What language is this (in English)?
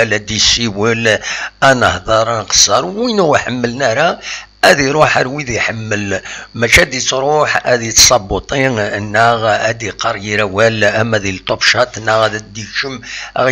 Kabyle